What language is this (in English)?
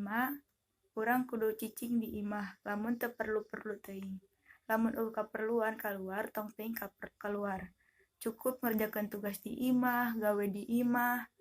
Sundanese